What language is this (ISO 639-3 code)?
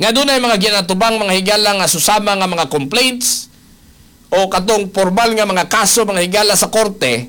ceb